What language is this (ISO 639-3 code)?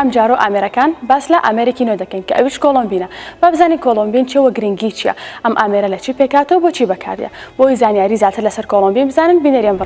ckb